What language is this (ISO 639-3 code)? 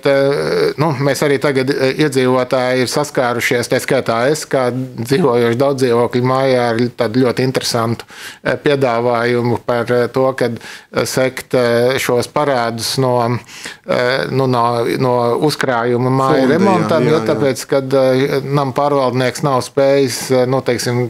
lav